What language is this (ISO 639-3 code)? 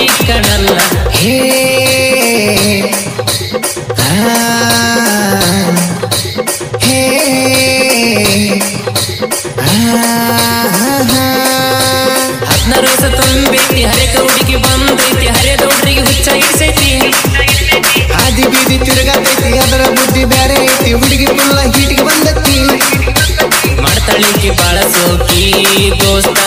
kan